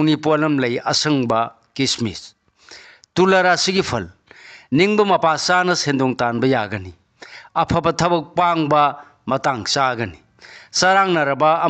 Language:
Manipuri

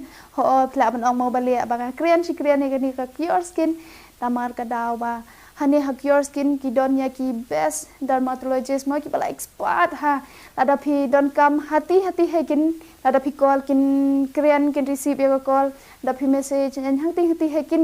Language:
Khasi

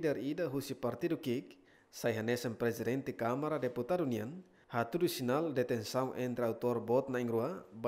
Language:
Tetum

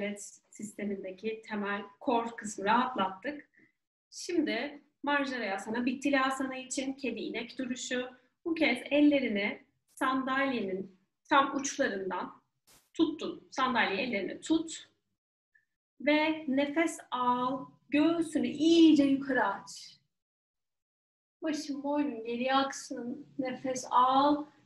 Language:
Turkish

